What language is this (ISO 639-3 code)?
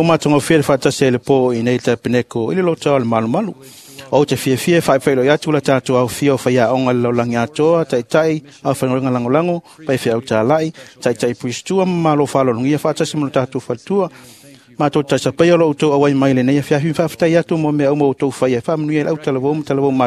smo